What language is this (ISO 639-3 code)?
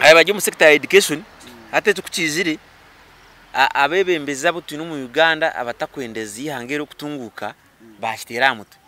nyn